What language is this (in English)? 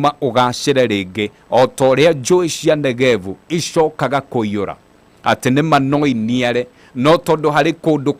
Kikuyu